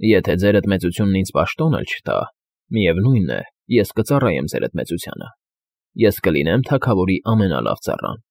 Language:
Armenian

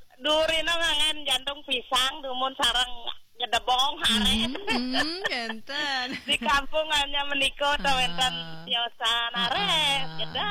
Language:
Balinese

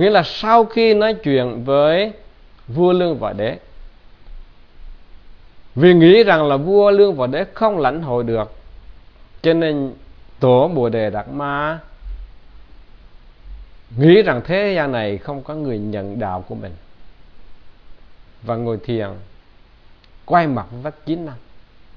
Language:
Vietnamese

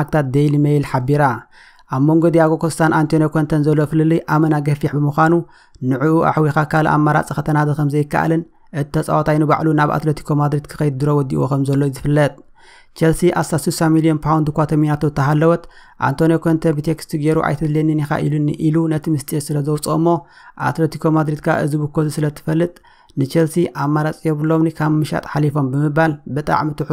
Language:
Tigrinya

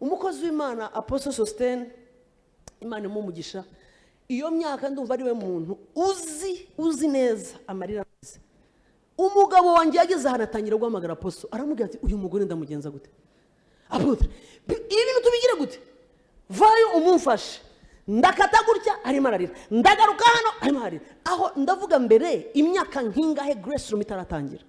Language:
Kinyarwanda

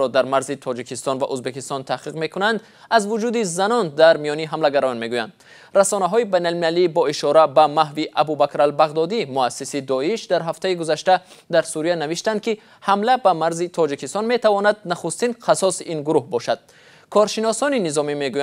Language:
Tajik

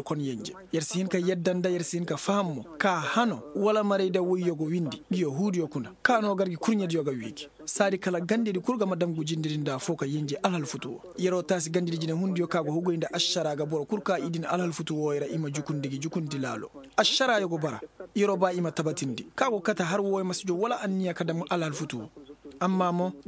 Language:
Koyraboro Senni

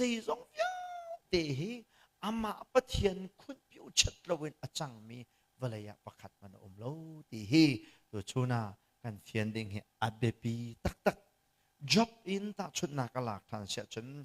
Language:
Hakha Chin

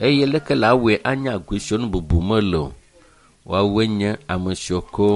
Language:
Ewe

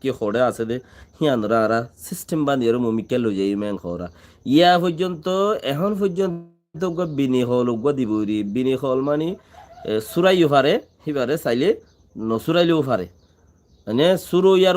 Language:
Rohingya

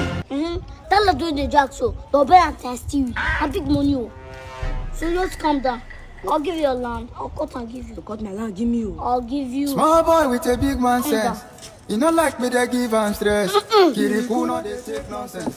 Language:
Nigerian Pidgin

